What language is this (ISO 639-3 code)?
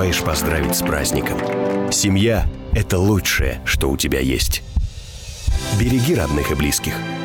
rus